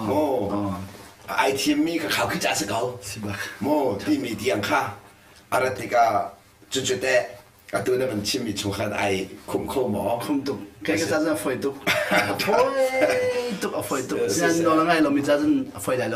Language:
Hakha Chin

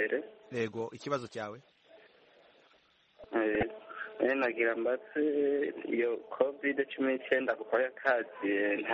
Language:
Kinyarwanda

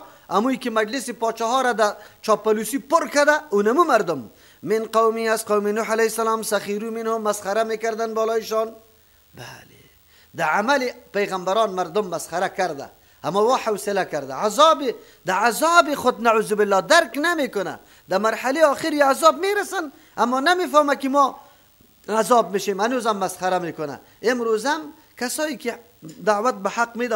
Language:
Persian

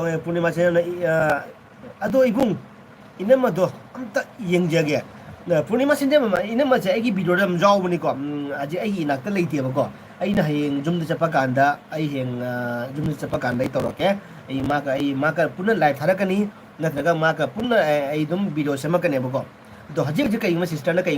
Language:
Manipuri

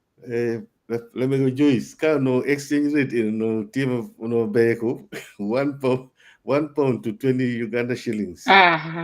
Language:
Acoli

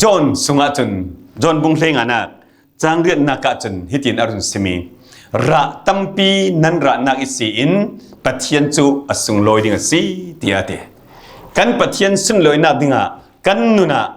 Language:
Falam Chin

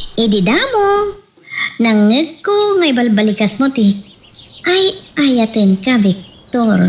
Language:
Iloko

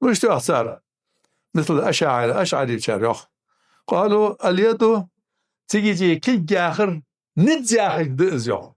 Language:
Ingush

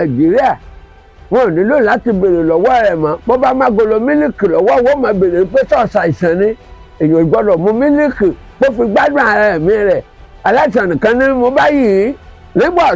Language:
Yoruba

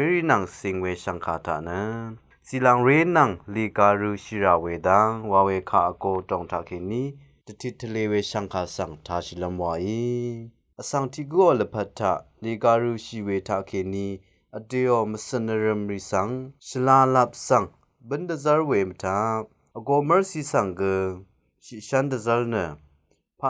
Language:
Rawang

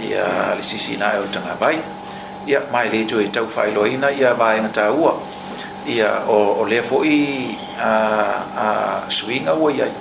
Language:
Samoan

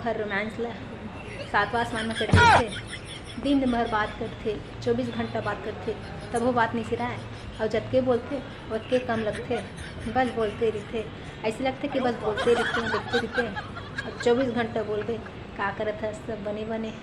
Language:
Chhattisgarhi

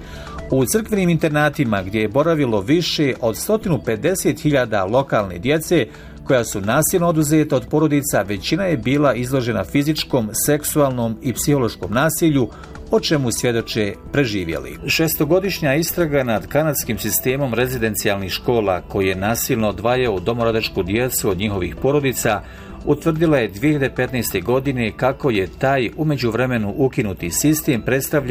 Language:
Bosnian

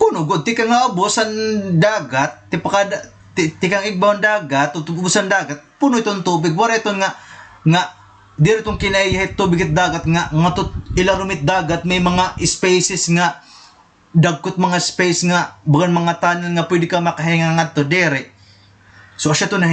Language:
Waray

